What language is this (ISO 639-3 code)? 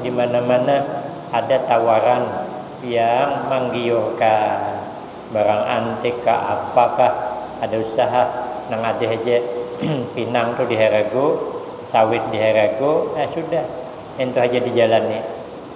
bjn